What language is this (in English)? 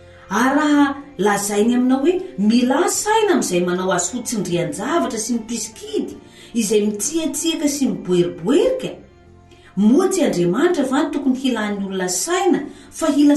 Malagasy